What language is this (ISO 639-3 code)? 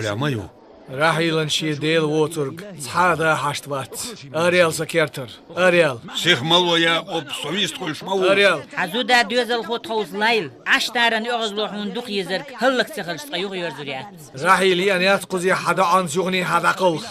che